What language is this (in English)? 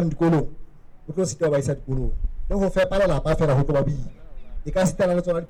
Southern Sotho